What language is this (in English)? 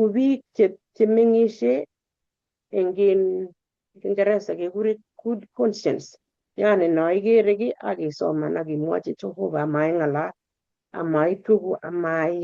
Kalenjin